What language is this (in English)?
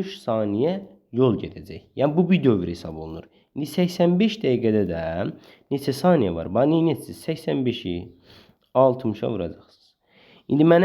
Azerbaijani